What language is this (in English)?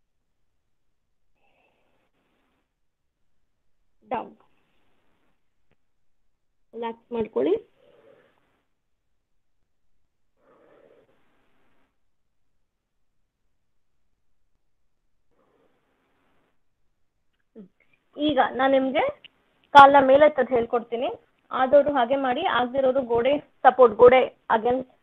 Kannada